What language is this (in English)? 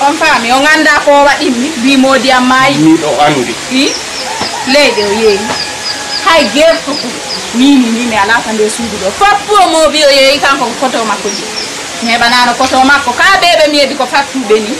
Fula